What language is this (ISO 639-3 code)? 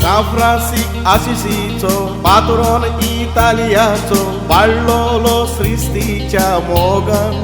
kok